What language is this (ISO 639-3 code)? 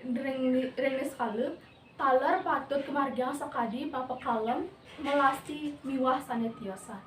ban